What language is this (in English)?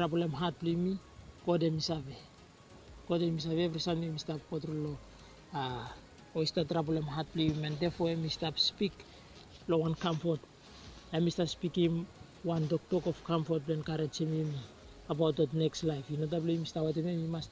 Bislama